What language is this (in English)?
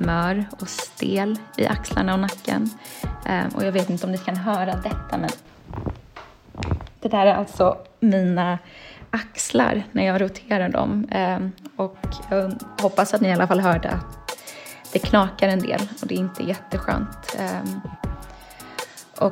Swedish